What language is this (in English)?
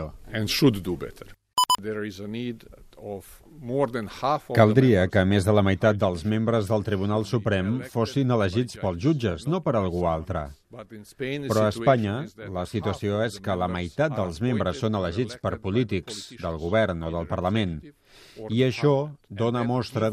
Catalan